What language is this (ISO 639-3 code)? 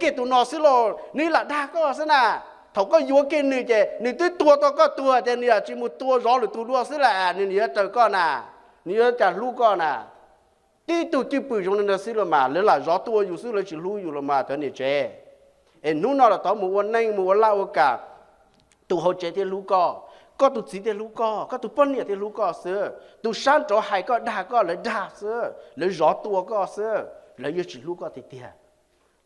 hmn